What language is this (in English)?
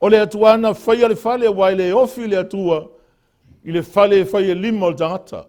Samoan